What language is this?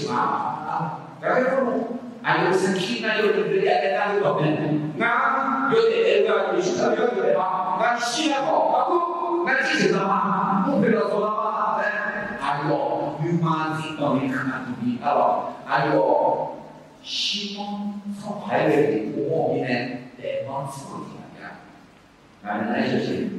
Akha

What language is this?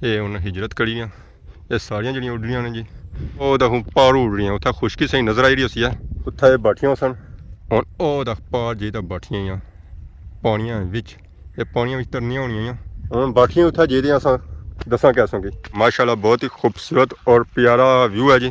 Pahari-Potwari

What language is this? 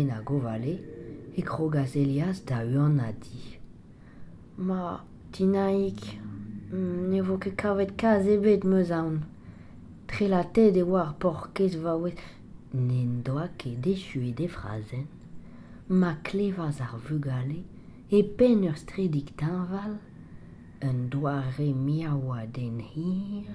Breton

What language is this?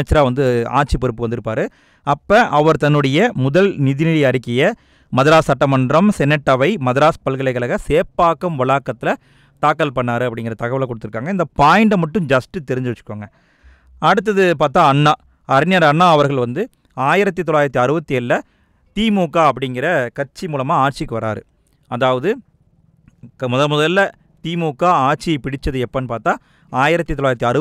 Tamil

